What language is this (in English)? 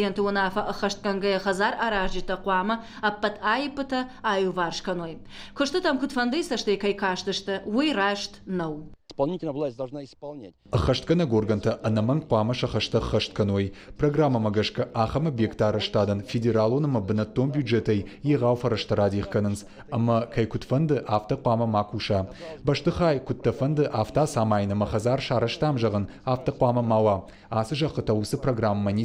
Ossetic